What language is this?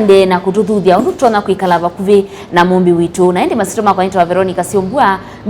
Kamba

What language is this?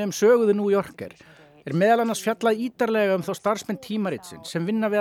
Icelandic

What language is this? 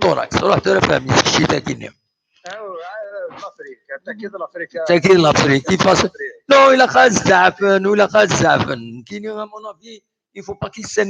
Kabyle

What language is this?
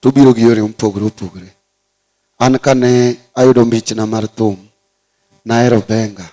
Luo (Kenya and Tanzania)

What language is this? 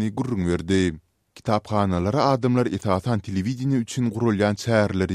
Turkmen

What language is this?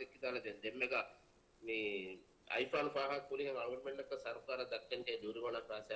Divehi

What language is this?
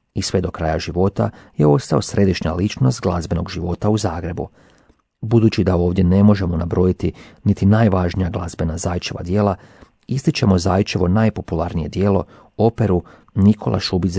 Croatian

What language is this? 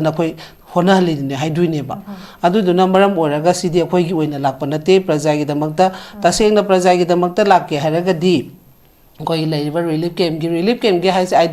Manipuri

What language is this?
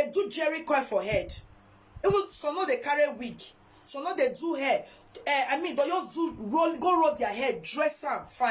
Nigerian Pidgin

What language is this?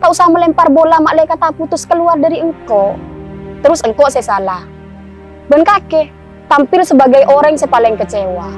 Madurese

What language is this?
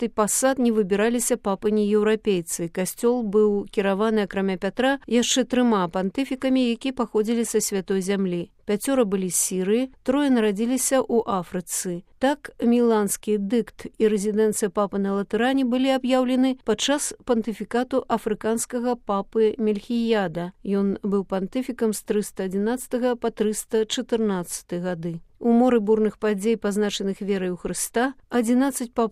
Belarusian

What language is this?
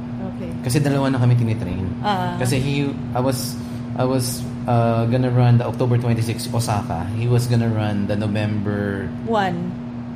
Filipino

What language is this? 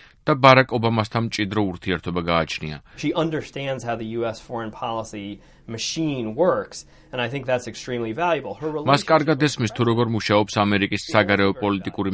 Georgian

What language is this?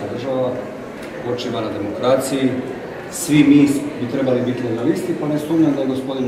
Croatian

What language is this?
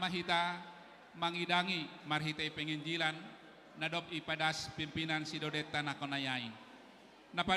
Batak Simalungun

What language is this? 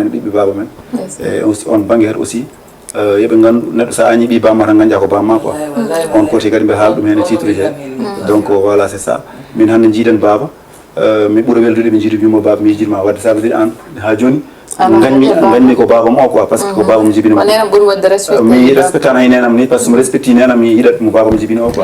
Fula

